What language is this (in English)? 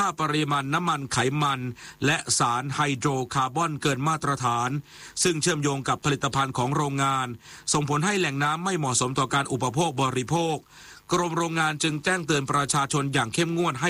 Thai